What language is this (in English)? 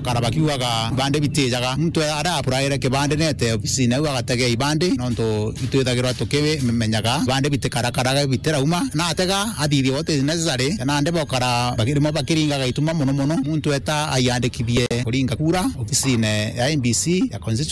Meru